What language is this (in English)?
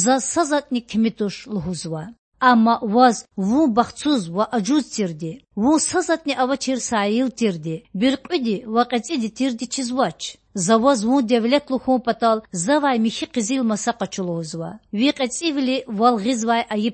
Lezghian